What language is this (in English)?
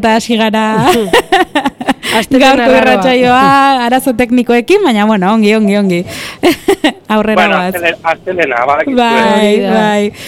Basque